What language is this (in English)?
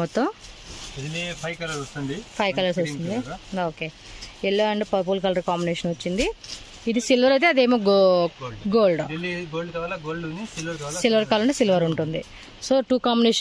Telugu